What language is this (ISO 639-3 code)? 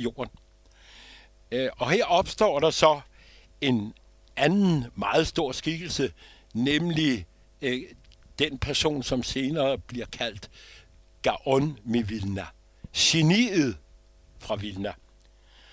dan